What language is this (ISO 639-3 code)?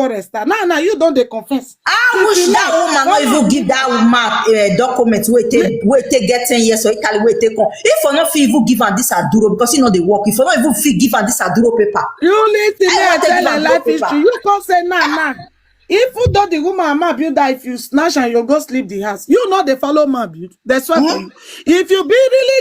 pcm